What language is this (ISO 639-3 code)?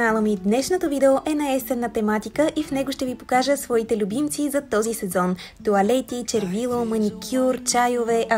bul